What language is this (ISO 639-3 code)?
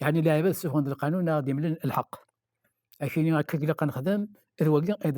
kab